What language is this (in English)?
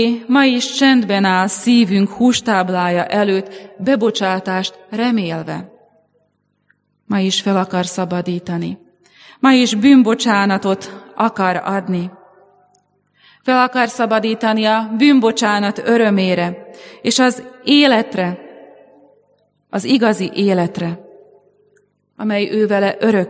Hungarian